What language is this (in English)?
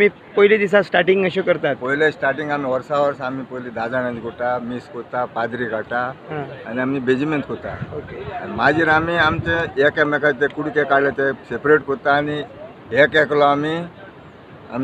Konkani